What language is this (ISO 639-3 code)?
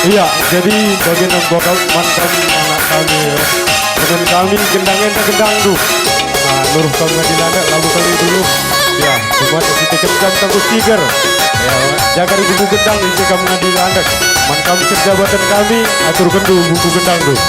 btx